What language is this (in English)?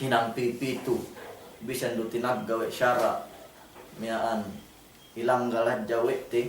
Yakan